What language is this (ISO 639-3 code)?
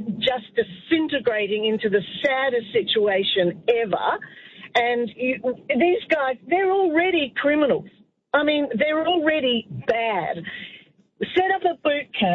eng